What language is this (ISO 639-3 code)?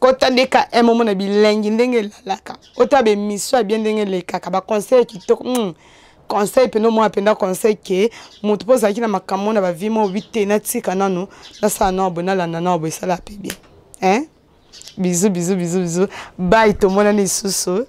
lin